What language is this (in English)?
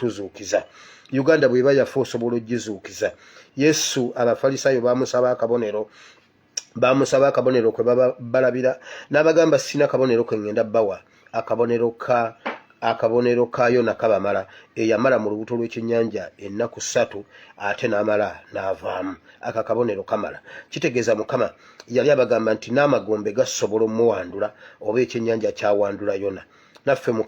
Ganda